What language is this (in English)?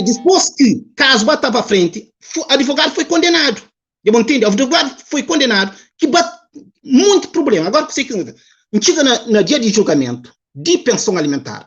Kabuverdianu